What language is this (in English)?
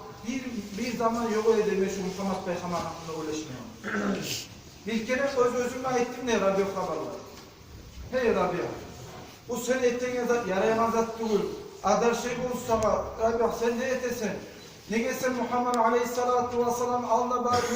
Kumyk